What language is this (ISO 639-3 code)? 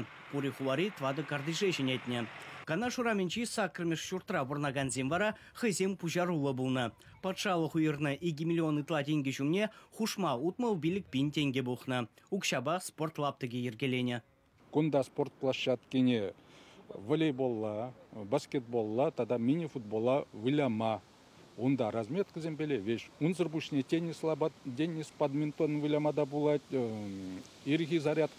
chv